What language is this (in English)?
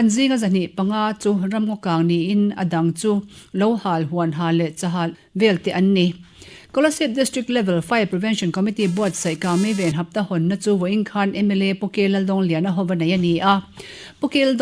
Mizo